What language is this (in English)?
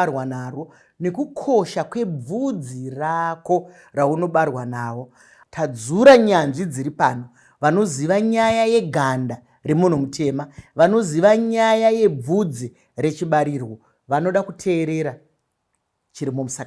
Shona